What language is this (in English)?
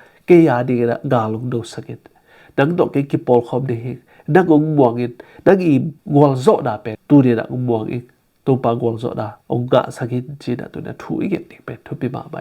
Tedim Chin